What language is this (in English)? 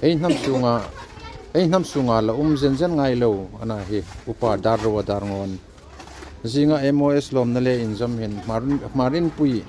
Hmar